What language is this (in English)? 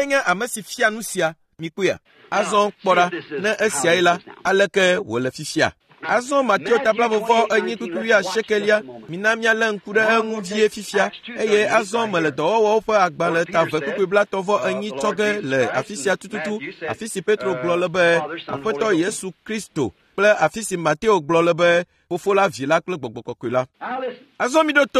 Ewe